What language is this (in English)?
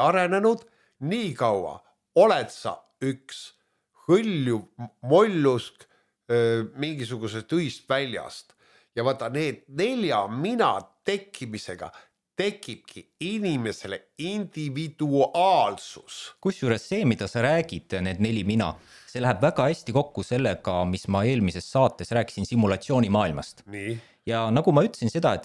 Estonian